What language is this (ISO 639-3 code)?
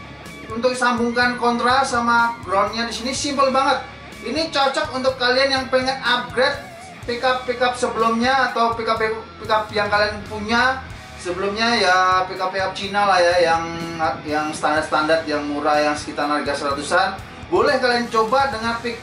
ind